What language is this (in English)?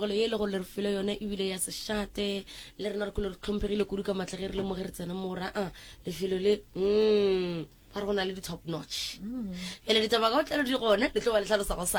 Northern Sotho